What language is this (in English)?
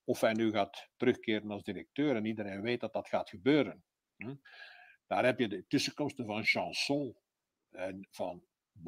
Dutch